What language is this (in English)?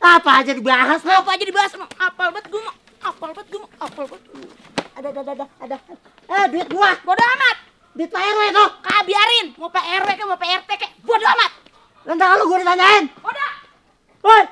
Betawi